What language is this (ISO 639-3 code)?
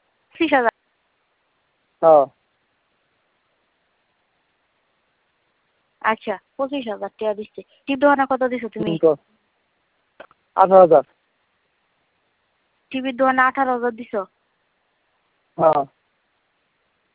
ben